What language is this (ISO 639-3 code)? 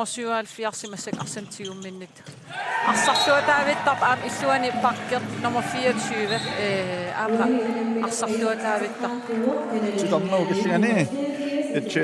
kal